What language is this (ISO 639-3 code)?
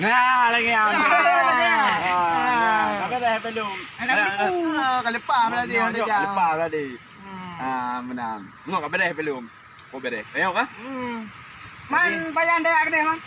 ace